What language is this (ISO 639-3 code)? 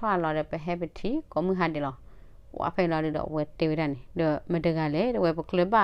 ksw